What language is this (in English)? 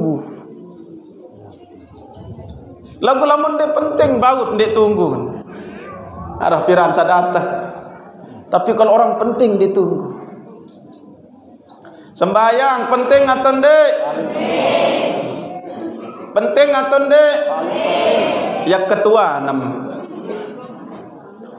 Sasak